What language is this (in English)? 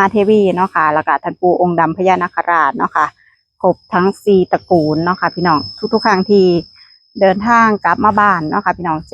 Northeastern Thai